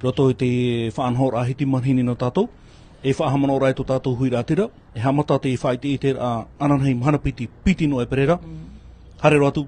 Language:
Tahitian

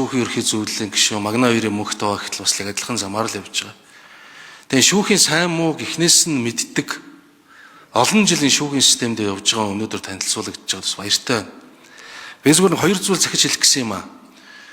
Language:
Mongolian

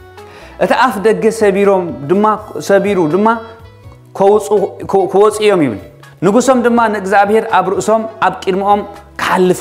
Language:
Tigrinya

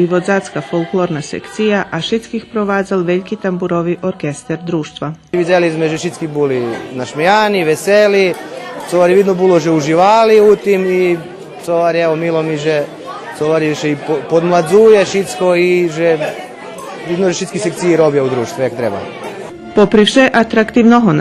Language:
Rusyn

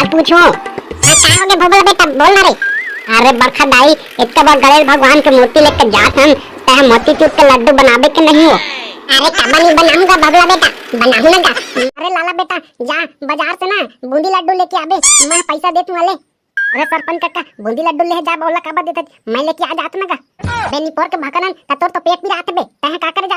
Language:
Chhattisgarhi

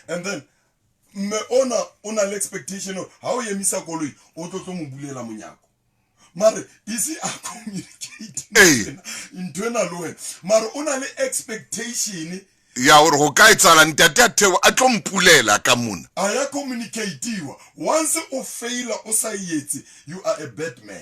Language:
Southern Sotho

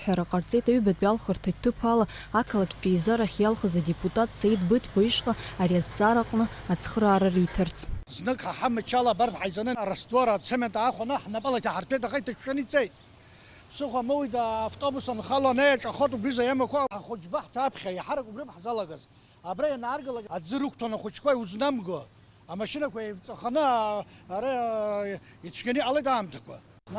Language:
Abkhazian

